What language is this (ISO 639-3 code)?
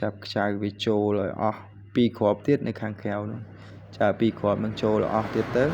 khm